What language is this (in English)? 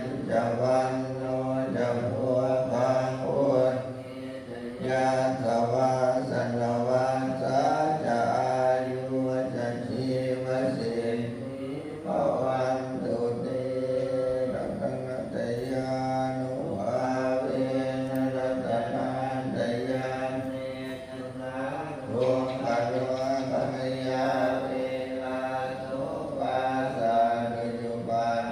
Pali